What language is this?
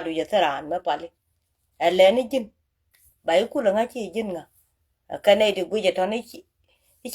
Nuer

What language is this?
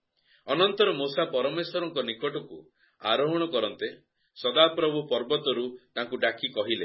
Odia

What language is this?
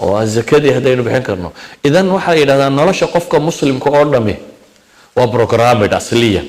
Somali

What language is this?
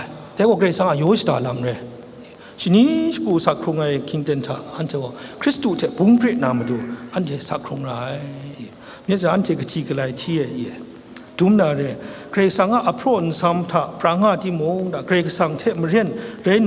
Kachin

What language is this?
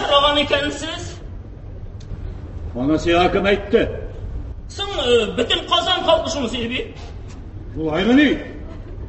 Tatar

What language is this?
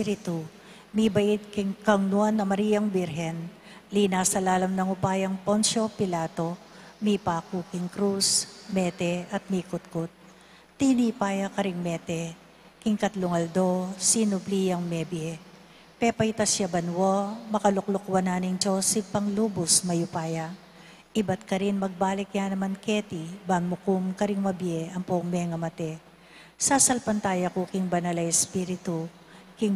Pampanga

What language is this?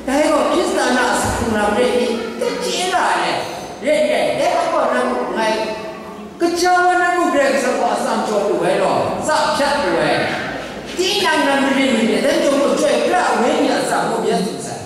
Kachin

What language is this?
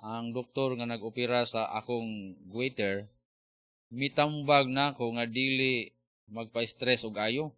Cebuano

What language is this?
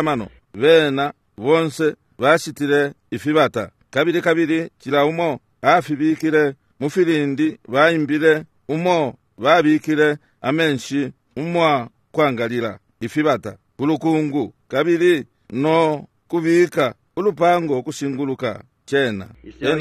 Bemba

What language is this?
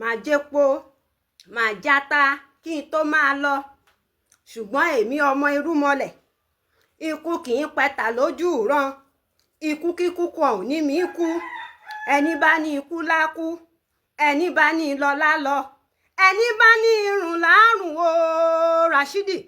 Yoruba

